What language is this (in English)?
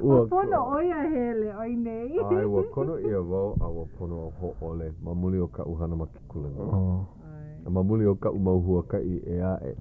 Hawaiian